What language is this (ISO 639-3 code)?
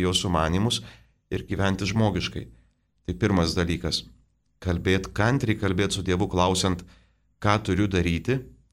lit